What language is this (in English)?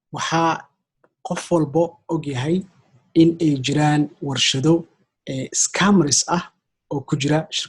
Somali